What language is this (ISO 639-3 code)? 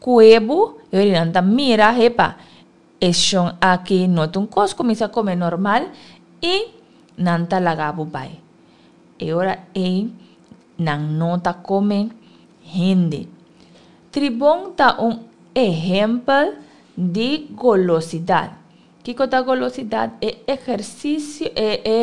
pap